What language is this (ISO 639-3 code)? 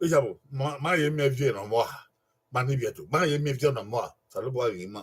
bin